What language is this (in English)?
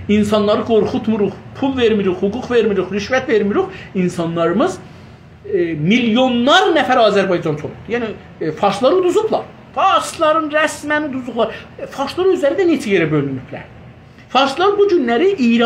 South Azerbaijani